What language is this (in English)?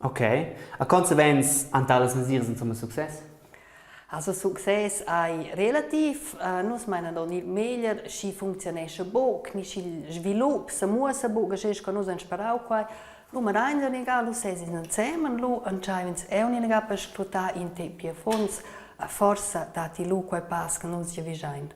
Romansh